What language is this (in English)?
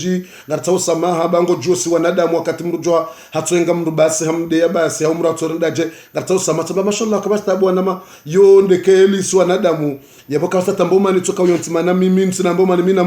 Ngazidja Comorian